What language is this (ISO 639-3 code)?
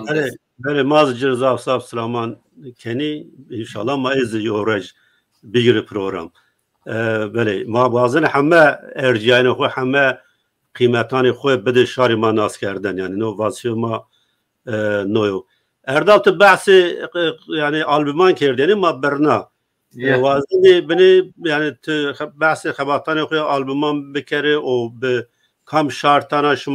zza